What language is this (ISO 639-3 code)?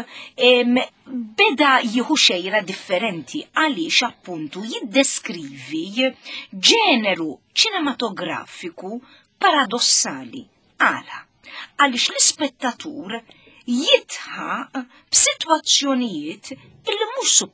mlt